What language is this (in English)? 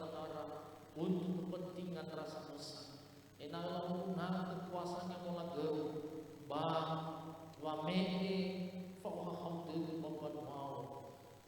Nias